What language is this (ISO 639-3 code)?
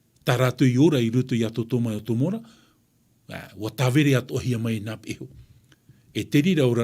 tah